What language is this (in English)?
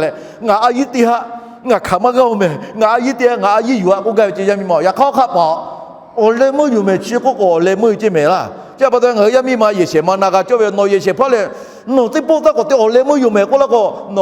Lahu